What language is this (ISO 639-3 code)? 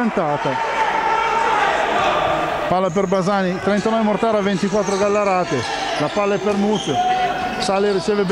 ita